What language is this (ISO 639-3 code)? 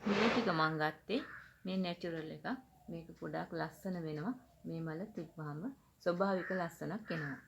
sin